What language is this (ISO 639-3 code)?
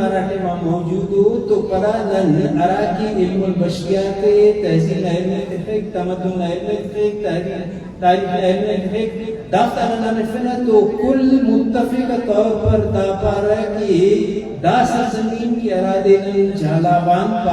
brh